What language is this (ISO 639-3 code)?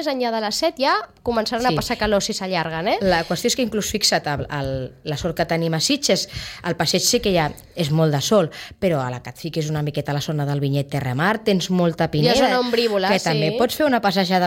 cat